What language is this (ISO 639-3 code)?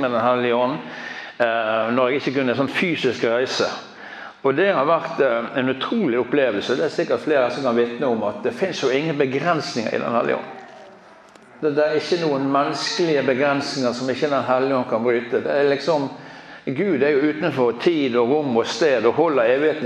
nor